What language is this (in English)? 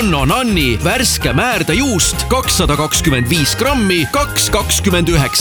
Estonian